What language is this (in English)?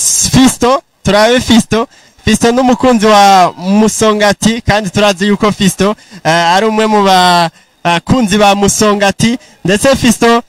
Rundi